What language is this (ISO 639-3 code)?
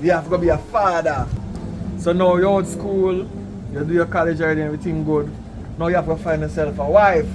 jam